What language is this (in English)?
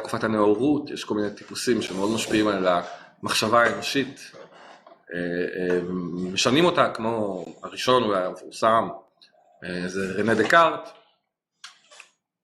Hebrew